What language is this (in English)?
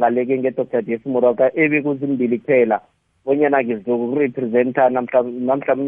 South Ndebele